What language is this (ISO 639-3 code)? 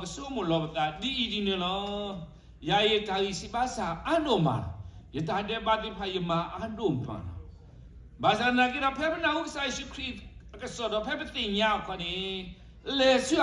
ksw